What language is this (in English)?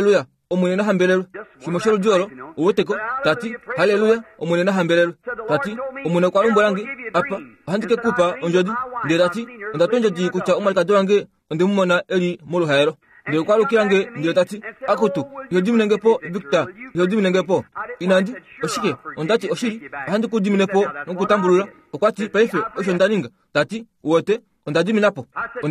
Kuanyama